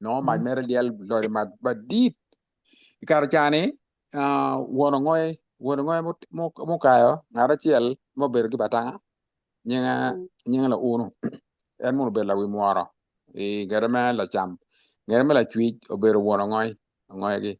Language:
Acoli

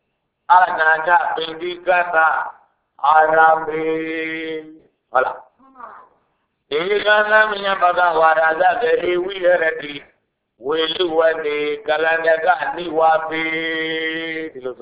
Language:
Burmese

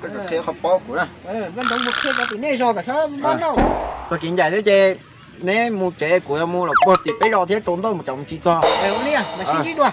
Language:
Hmong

